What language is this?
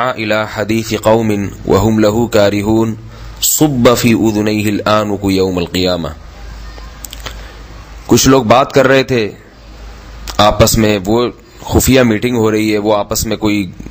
Urdu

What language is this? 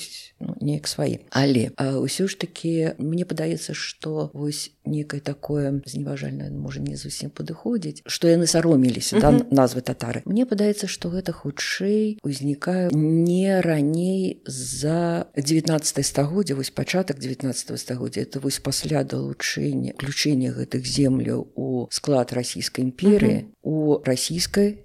Belarusian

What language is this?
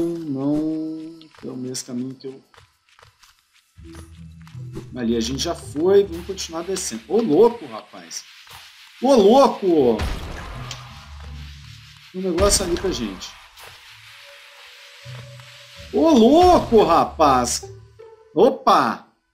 Portuguese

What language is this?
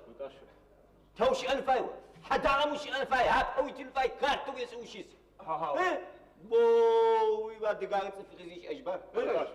Adyghe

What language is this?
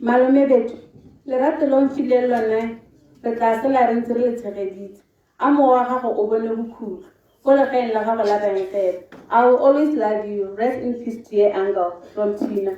Tswana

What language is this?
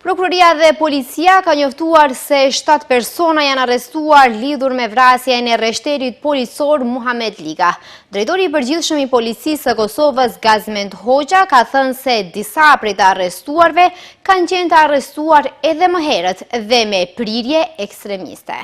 Albanian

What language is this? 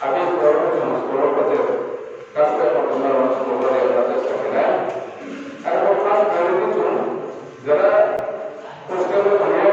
Riang (India)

